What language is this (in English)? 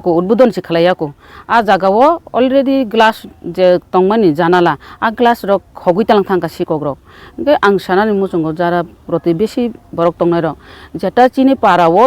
Kok Borok